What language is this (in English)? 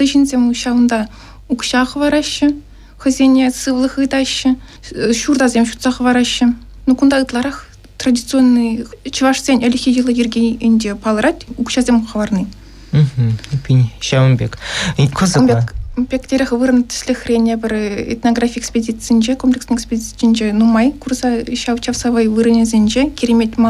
Chuvash